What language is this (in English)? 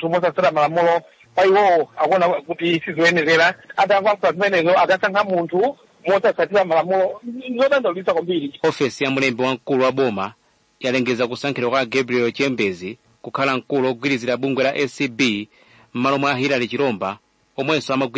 Nyanja